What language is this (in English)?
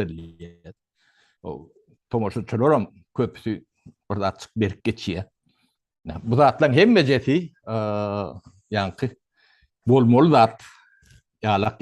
Turkmen